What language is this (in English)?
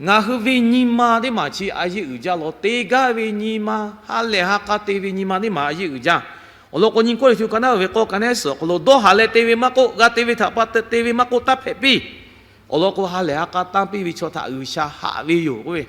Lahu